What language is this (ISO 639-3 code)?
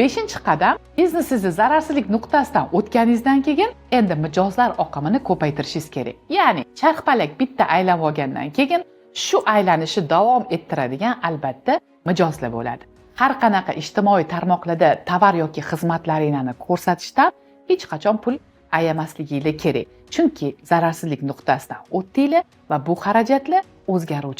uzb